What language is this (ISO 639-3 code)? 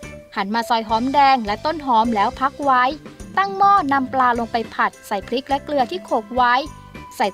tha